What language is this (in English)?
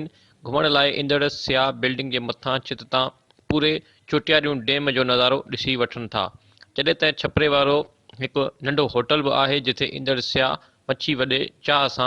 Sindhi